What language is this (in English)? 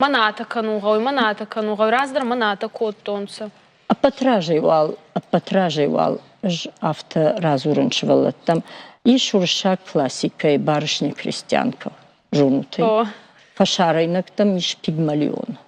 Ossetic